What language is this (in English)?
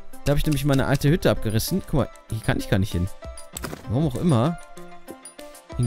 German